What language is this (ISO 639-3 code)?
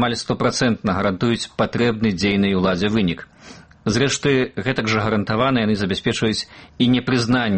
bel